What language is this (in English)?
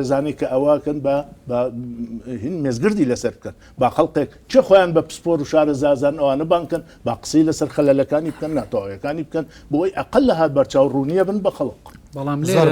Central Kurdish